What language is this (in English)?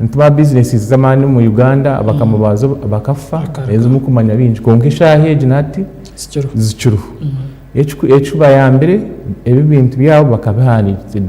Nyankole